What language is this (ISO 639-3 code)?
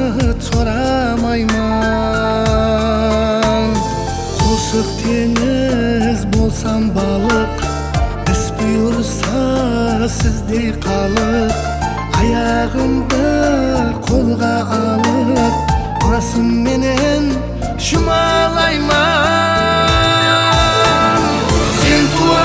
kaa